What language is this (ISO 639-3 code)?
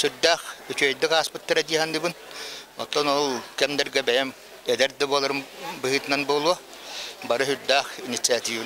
sah